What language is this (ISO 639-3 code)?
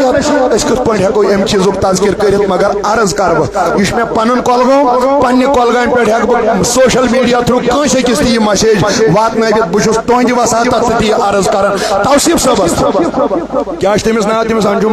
kas